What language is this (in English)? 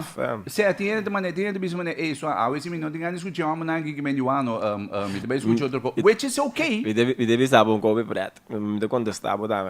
Papiamento